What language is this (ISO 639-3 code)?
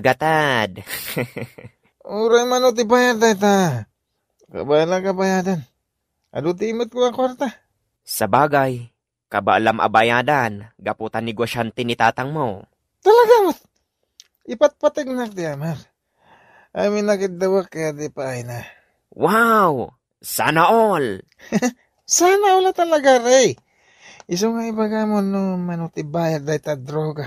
ilo